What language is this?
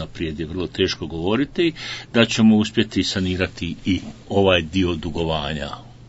Bosnian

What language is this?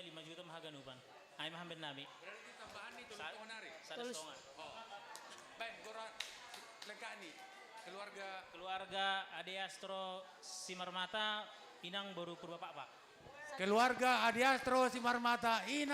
Batak Simalungun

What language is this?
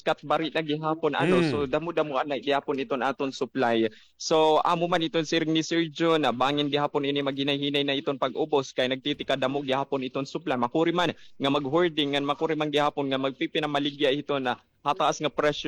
Waray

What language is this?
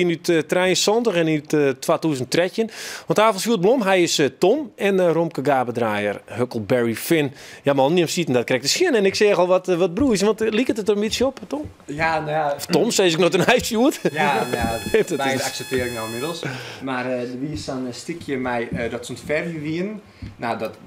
Western Frisian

